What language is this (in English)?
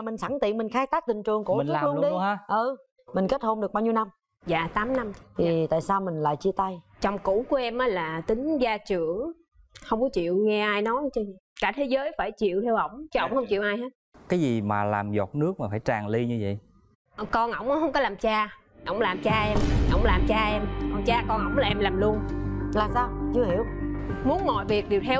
Vietnamese